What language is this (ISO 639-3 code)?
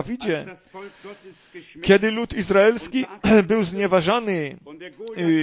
pol